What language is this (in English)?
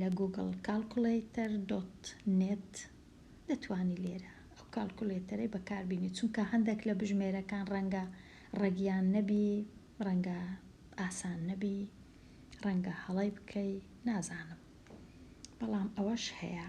Central Kurdish